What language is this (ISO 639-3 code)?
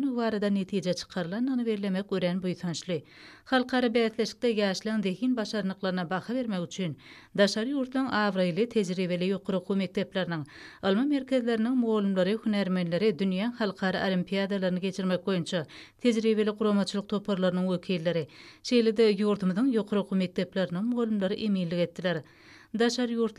tuk